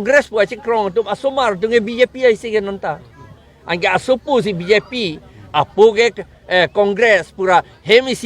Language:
Karbi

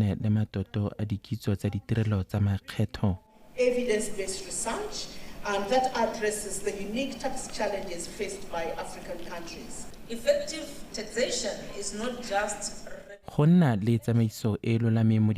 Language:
Tswana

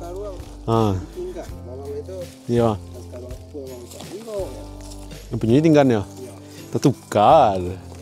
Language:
Minangkabau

